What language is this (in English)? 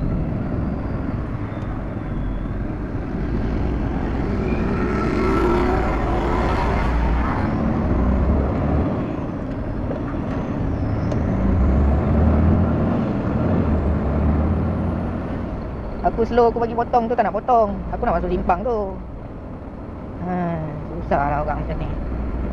Malay